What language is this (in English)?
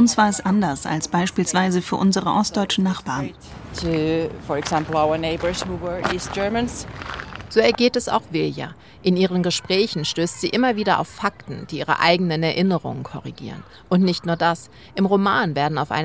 German